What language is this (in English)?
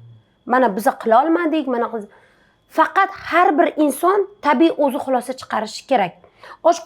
Uzbek